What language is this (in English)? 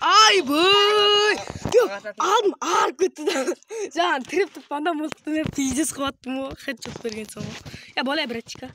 Kara-Kalpak